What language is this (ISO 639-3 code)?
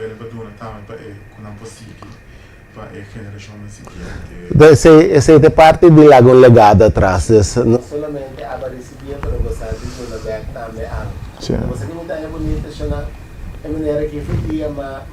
pap